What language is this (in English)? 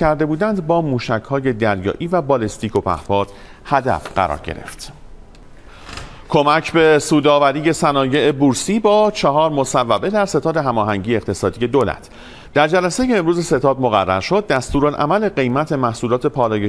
Persian